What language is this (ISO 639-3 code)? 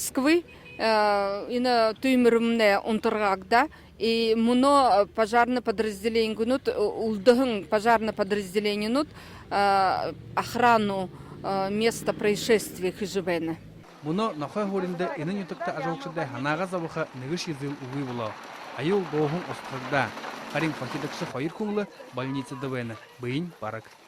bua